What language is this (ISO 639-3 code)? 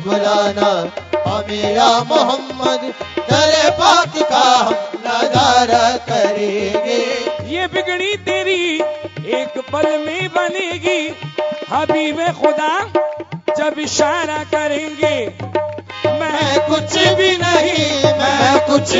urd